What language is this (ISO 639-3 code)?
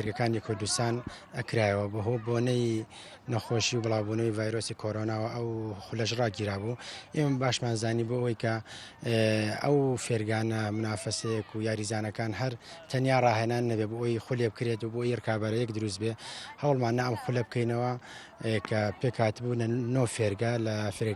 ckb